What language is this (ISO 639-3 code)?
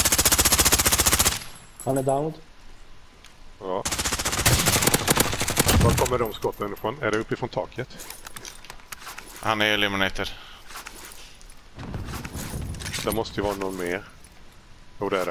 swe